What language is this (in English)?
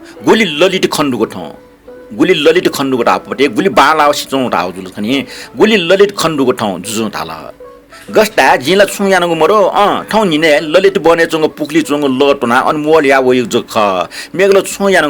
Newari